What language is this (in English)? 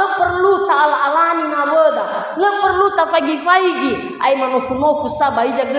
Nias